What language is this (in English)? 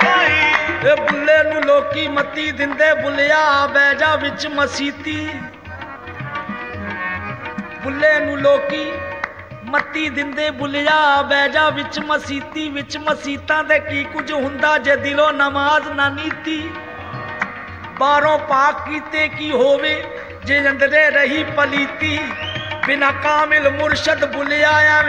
Punjabi